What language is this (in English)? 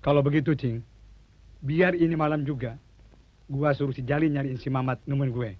Betawi